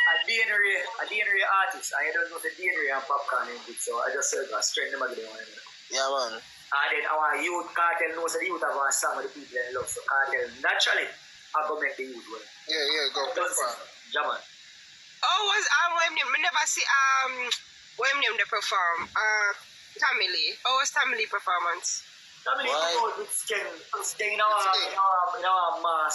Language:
Jamaican Creole English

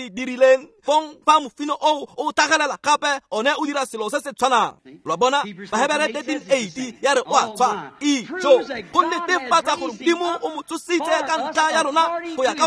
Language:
Tswana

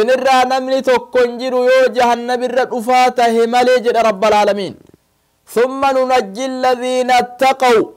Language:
Oromo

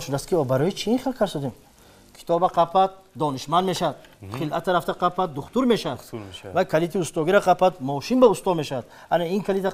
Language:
Tajik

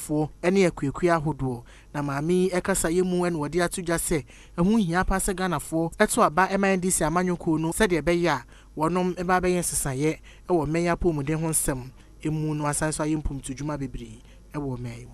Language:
Akan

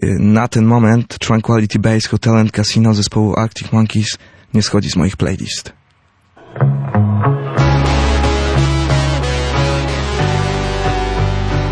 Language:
Polish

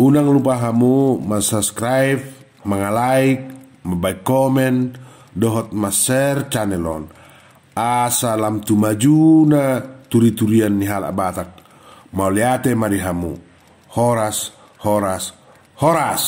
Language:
Batak Toba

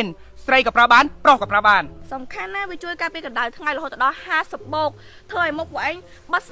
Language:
Khmer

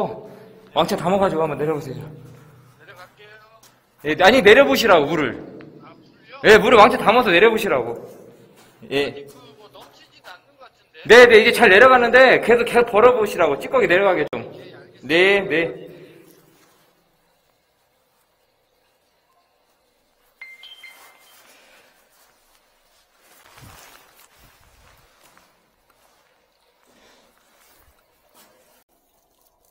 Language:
Korean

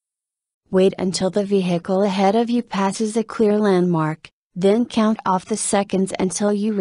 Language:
English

